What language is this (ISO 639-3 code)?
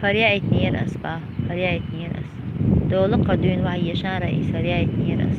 che